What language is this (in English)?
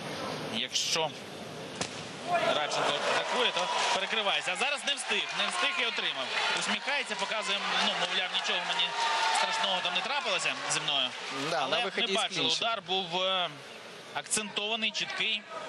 Ukrainian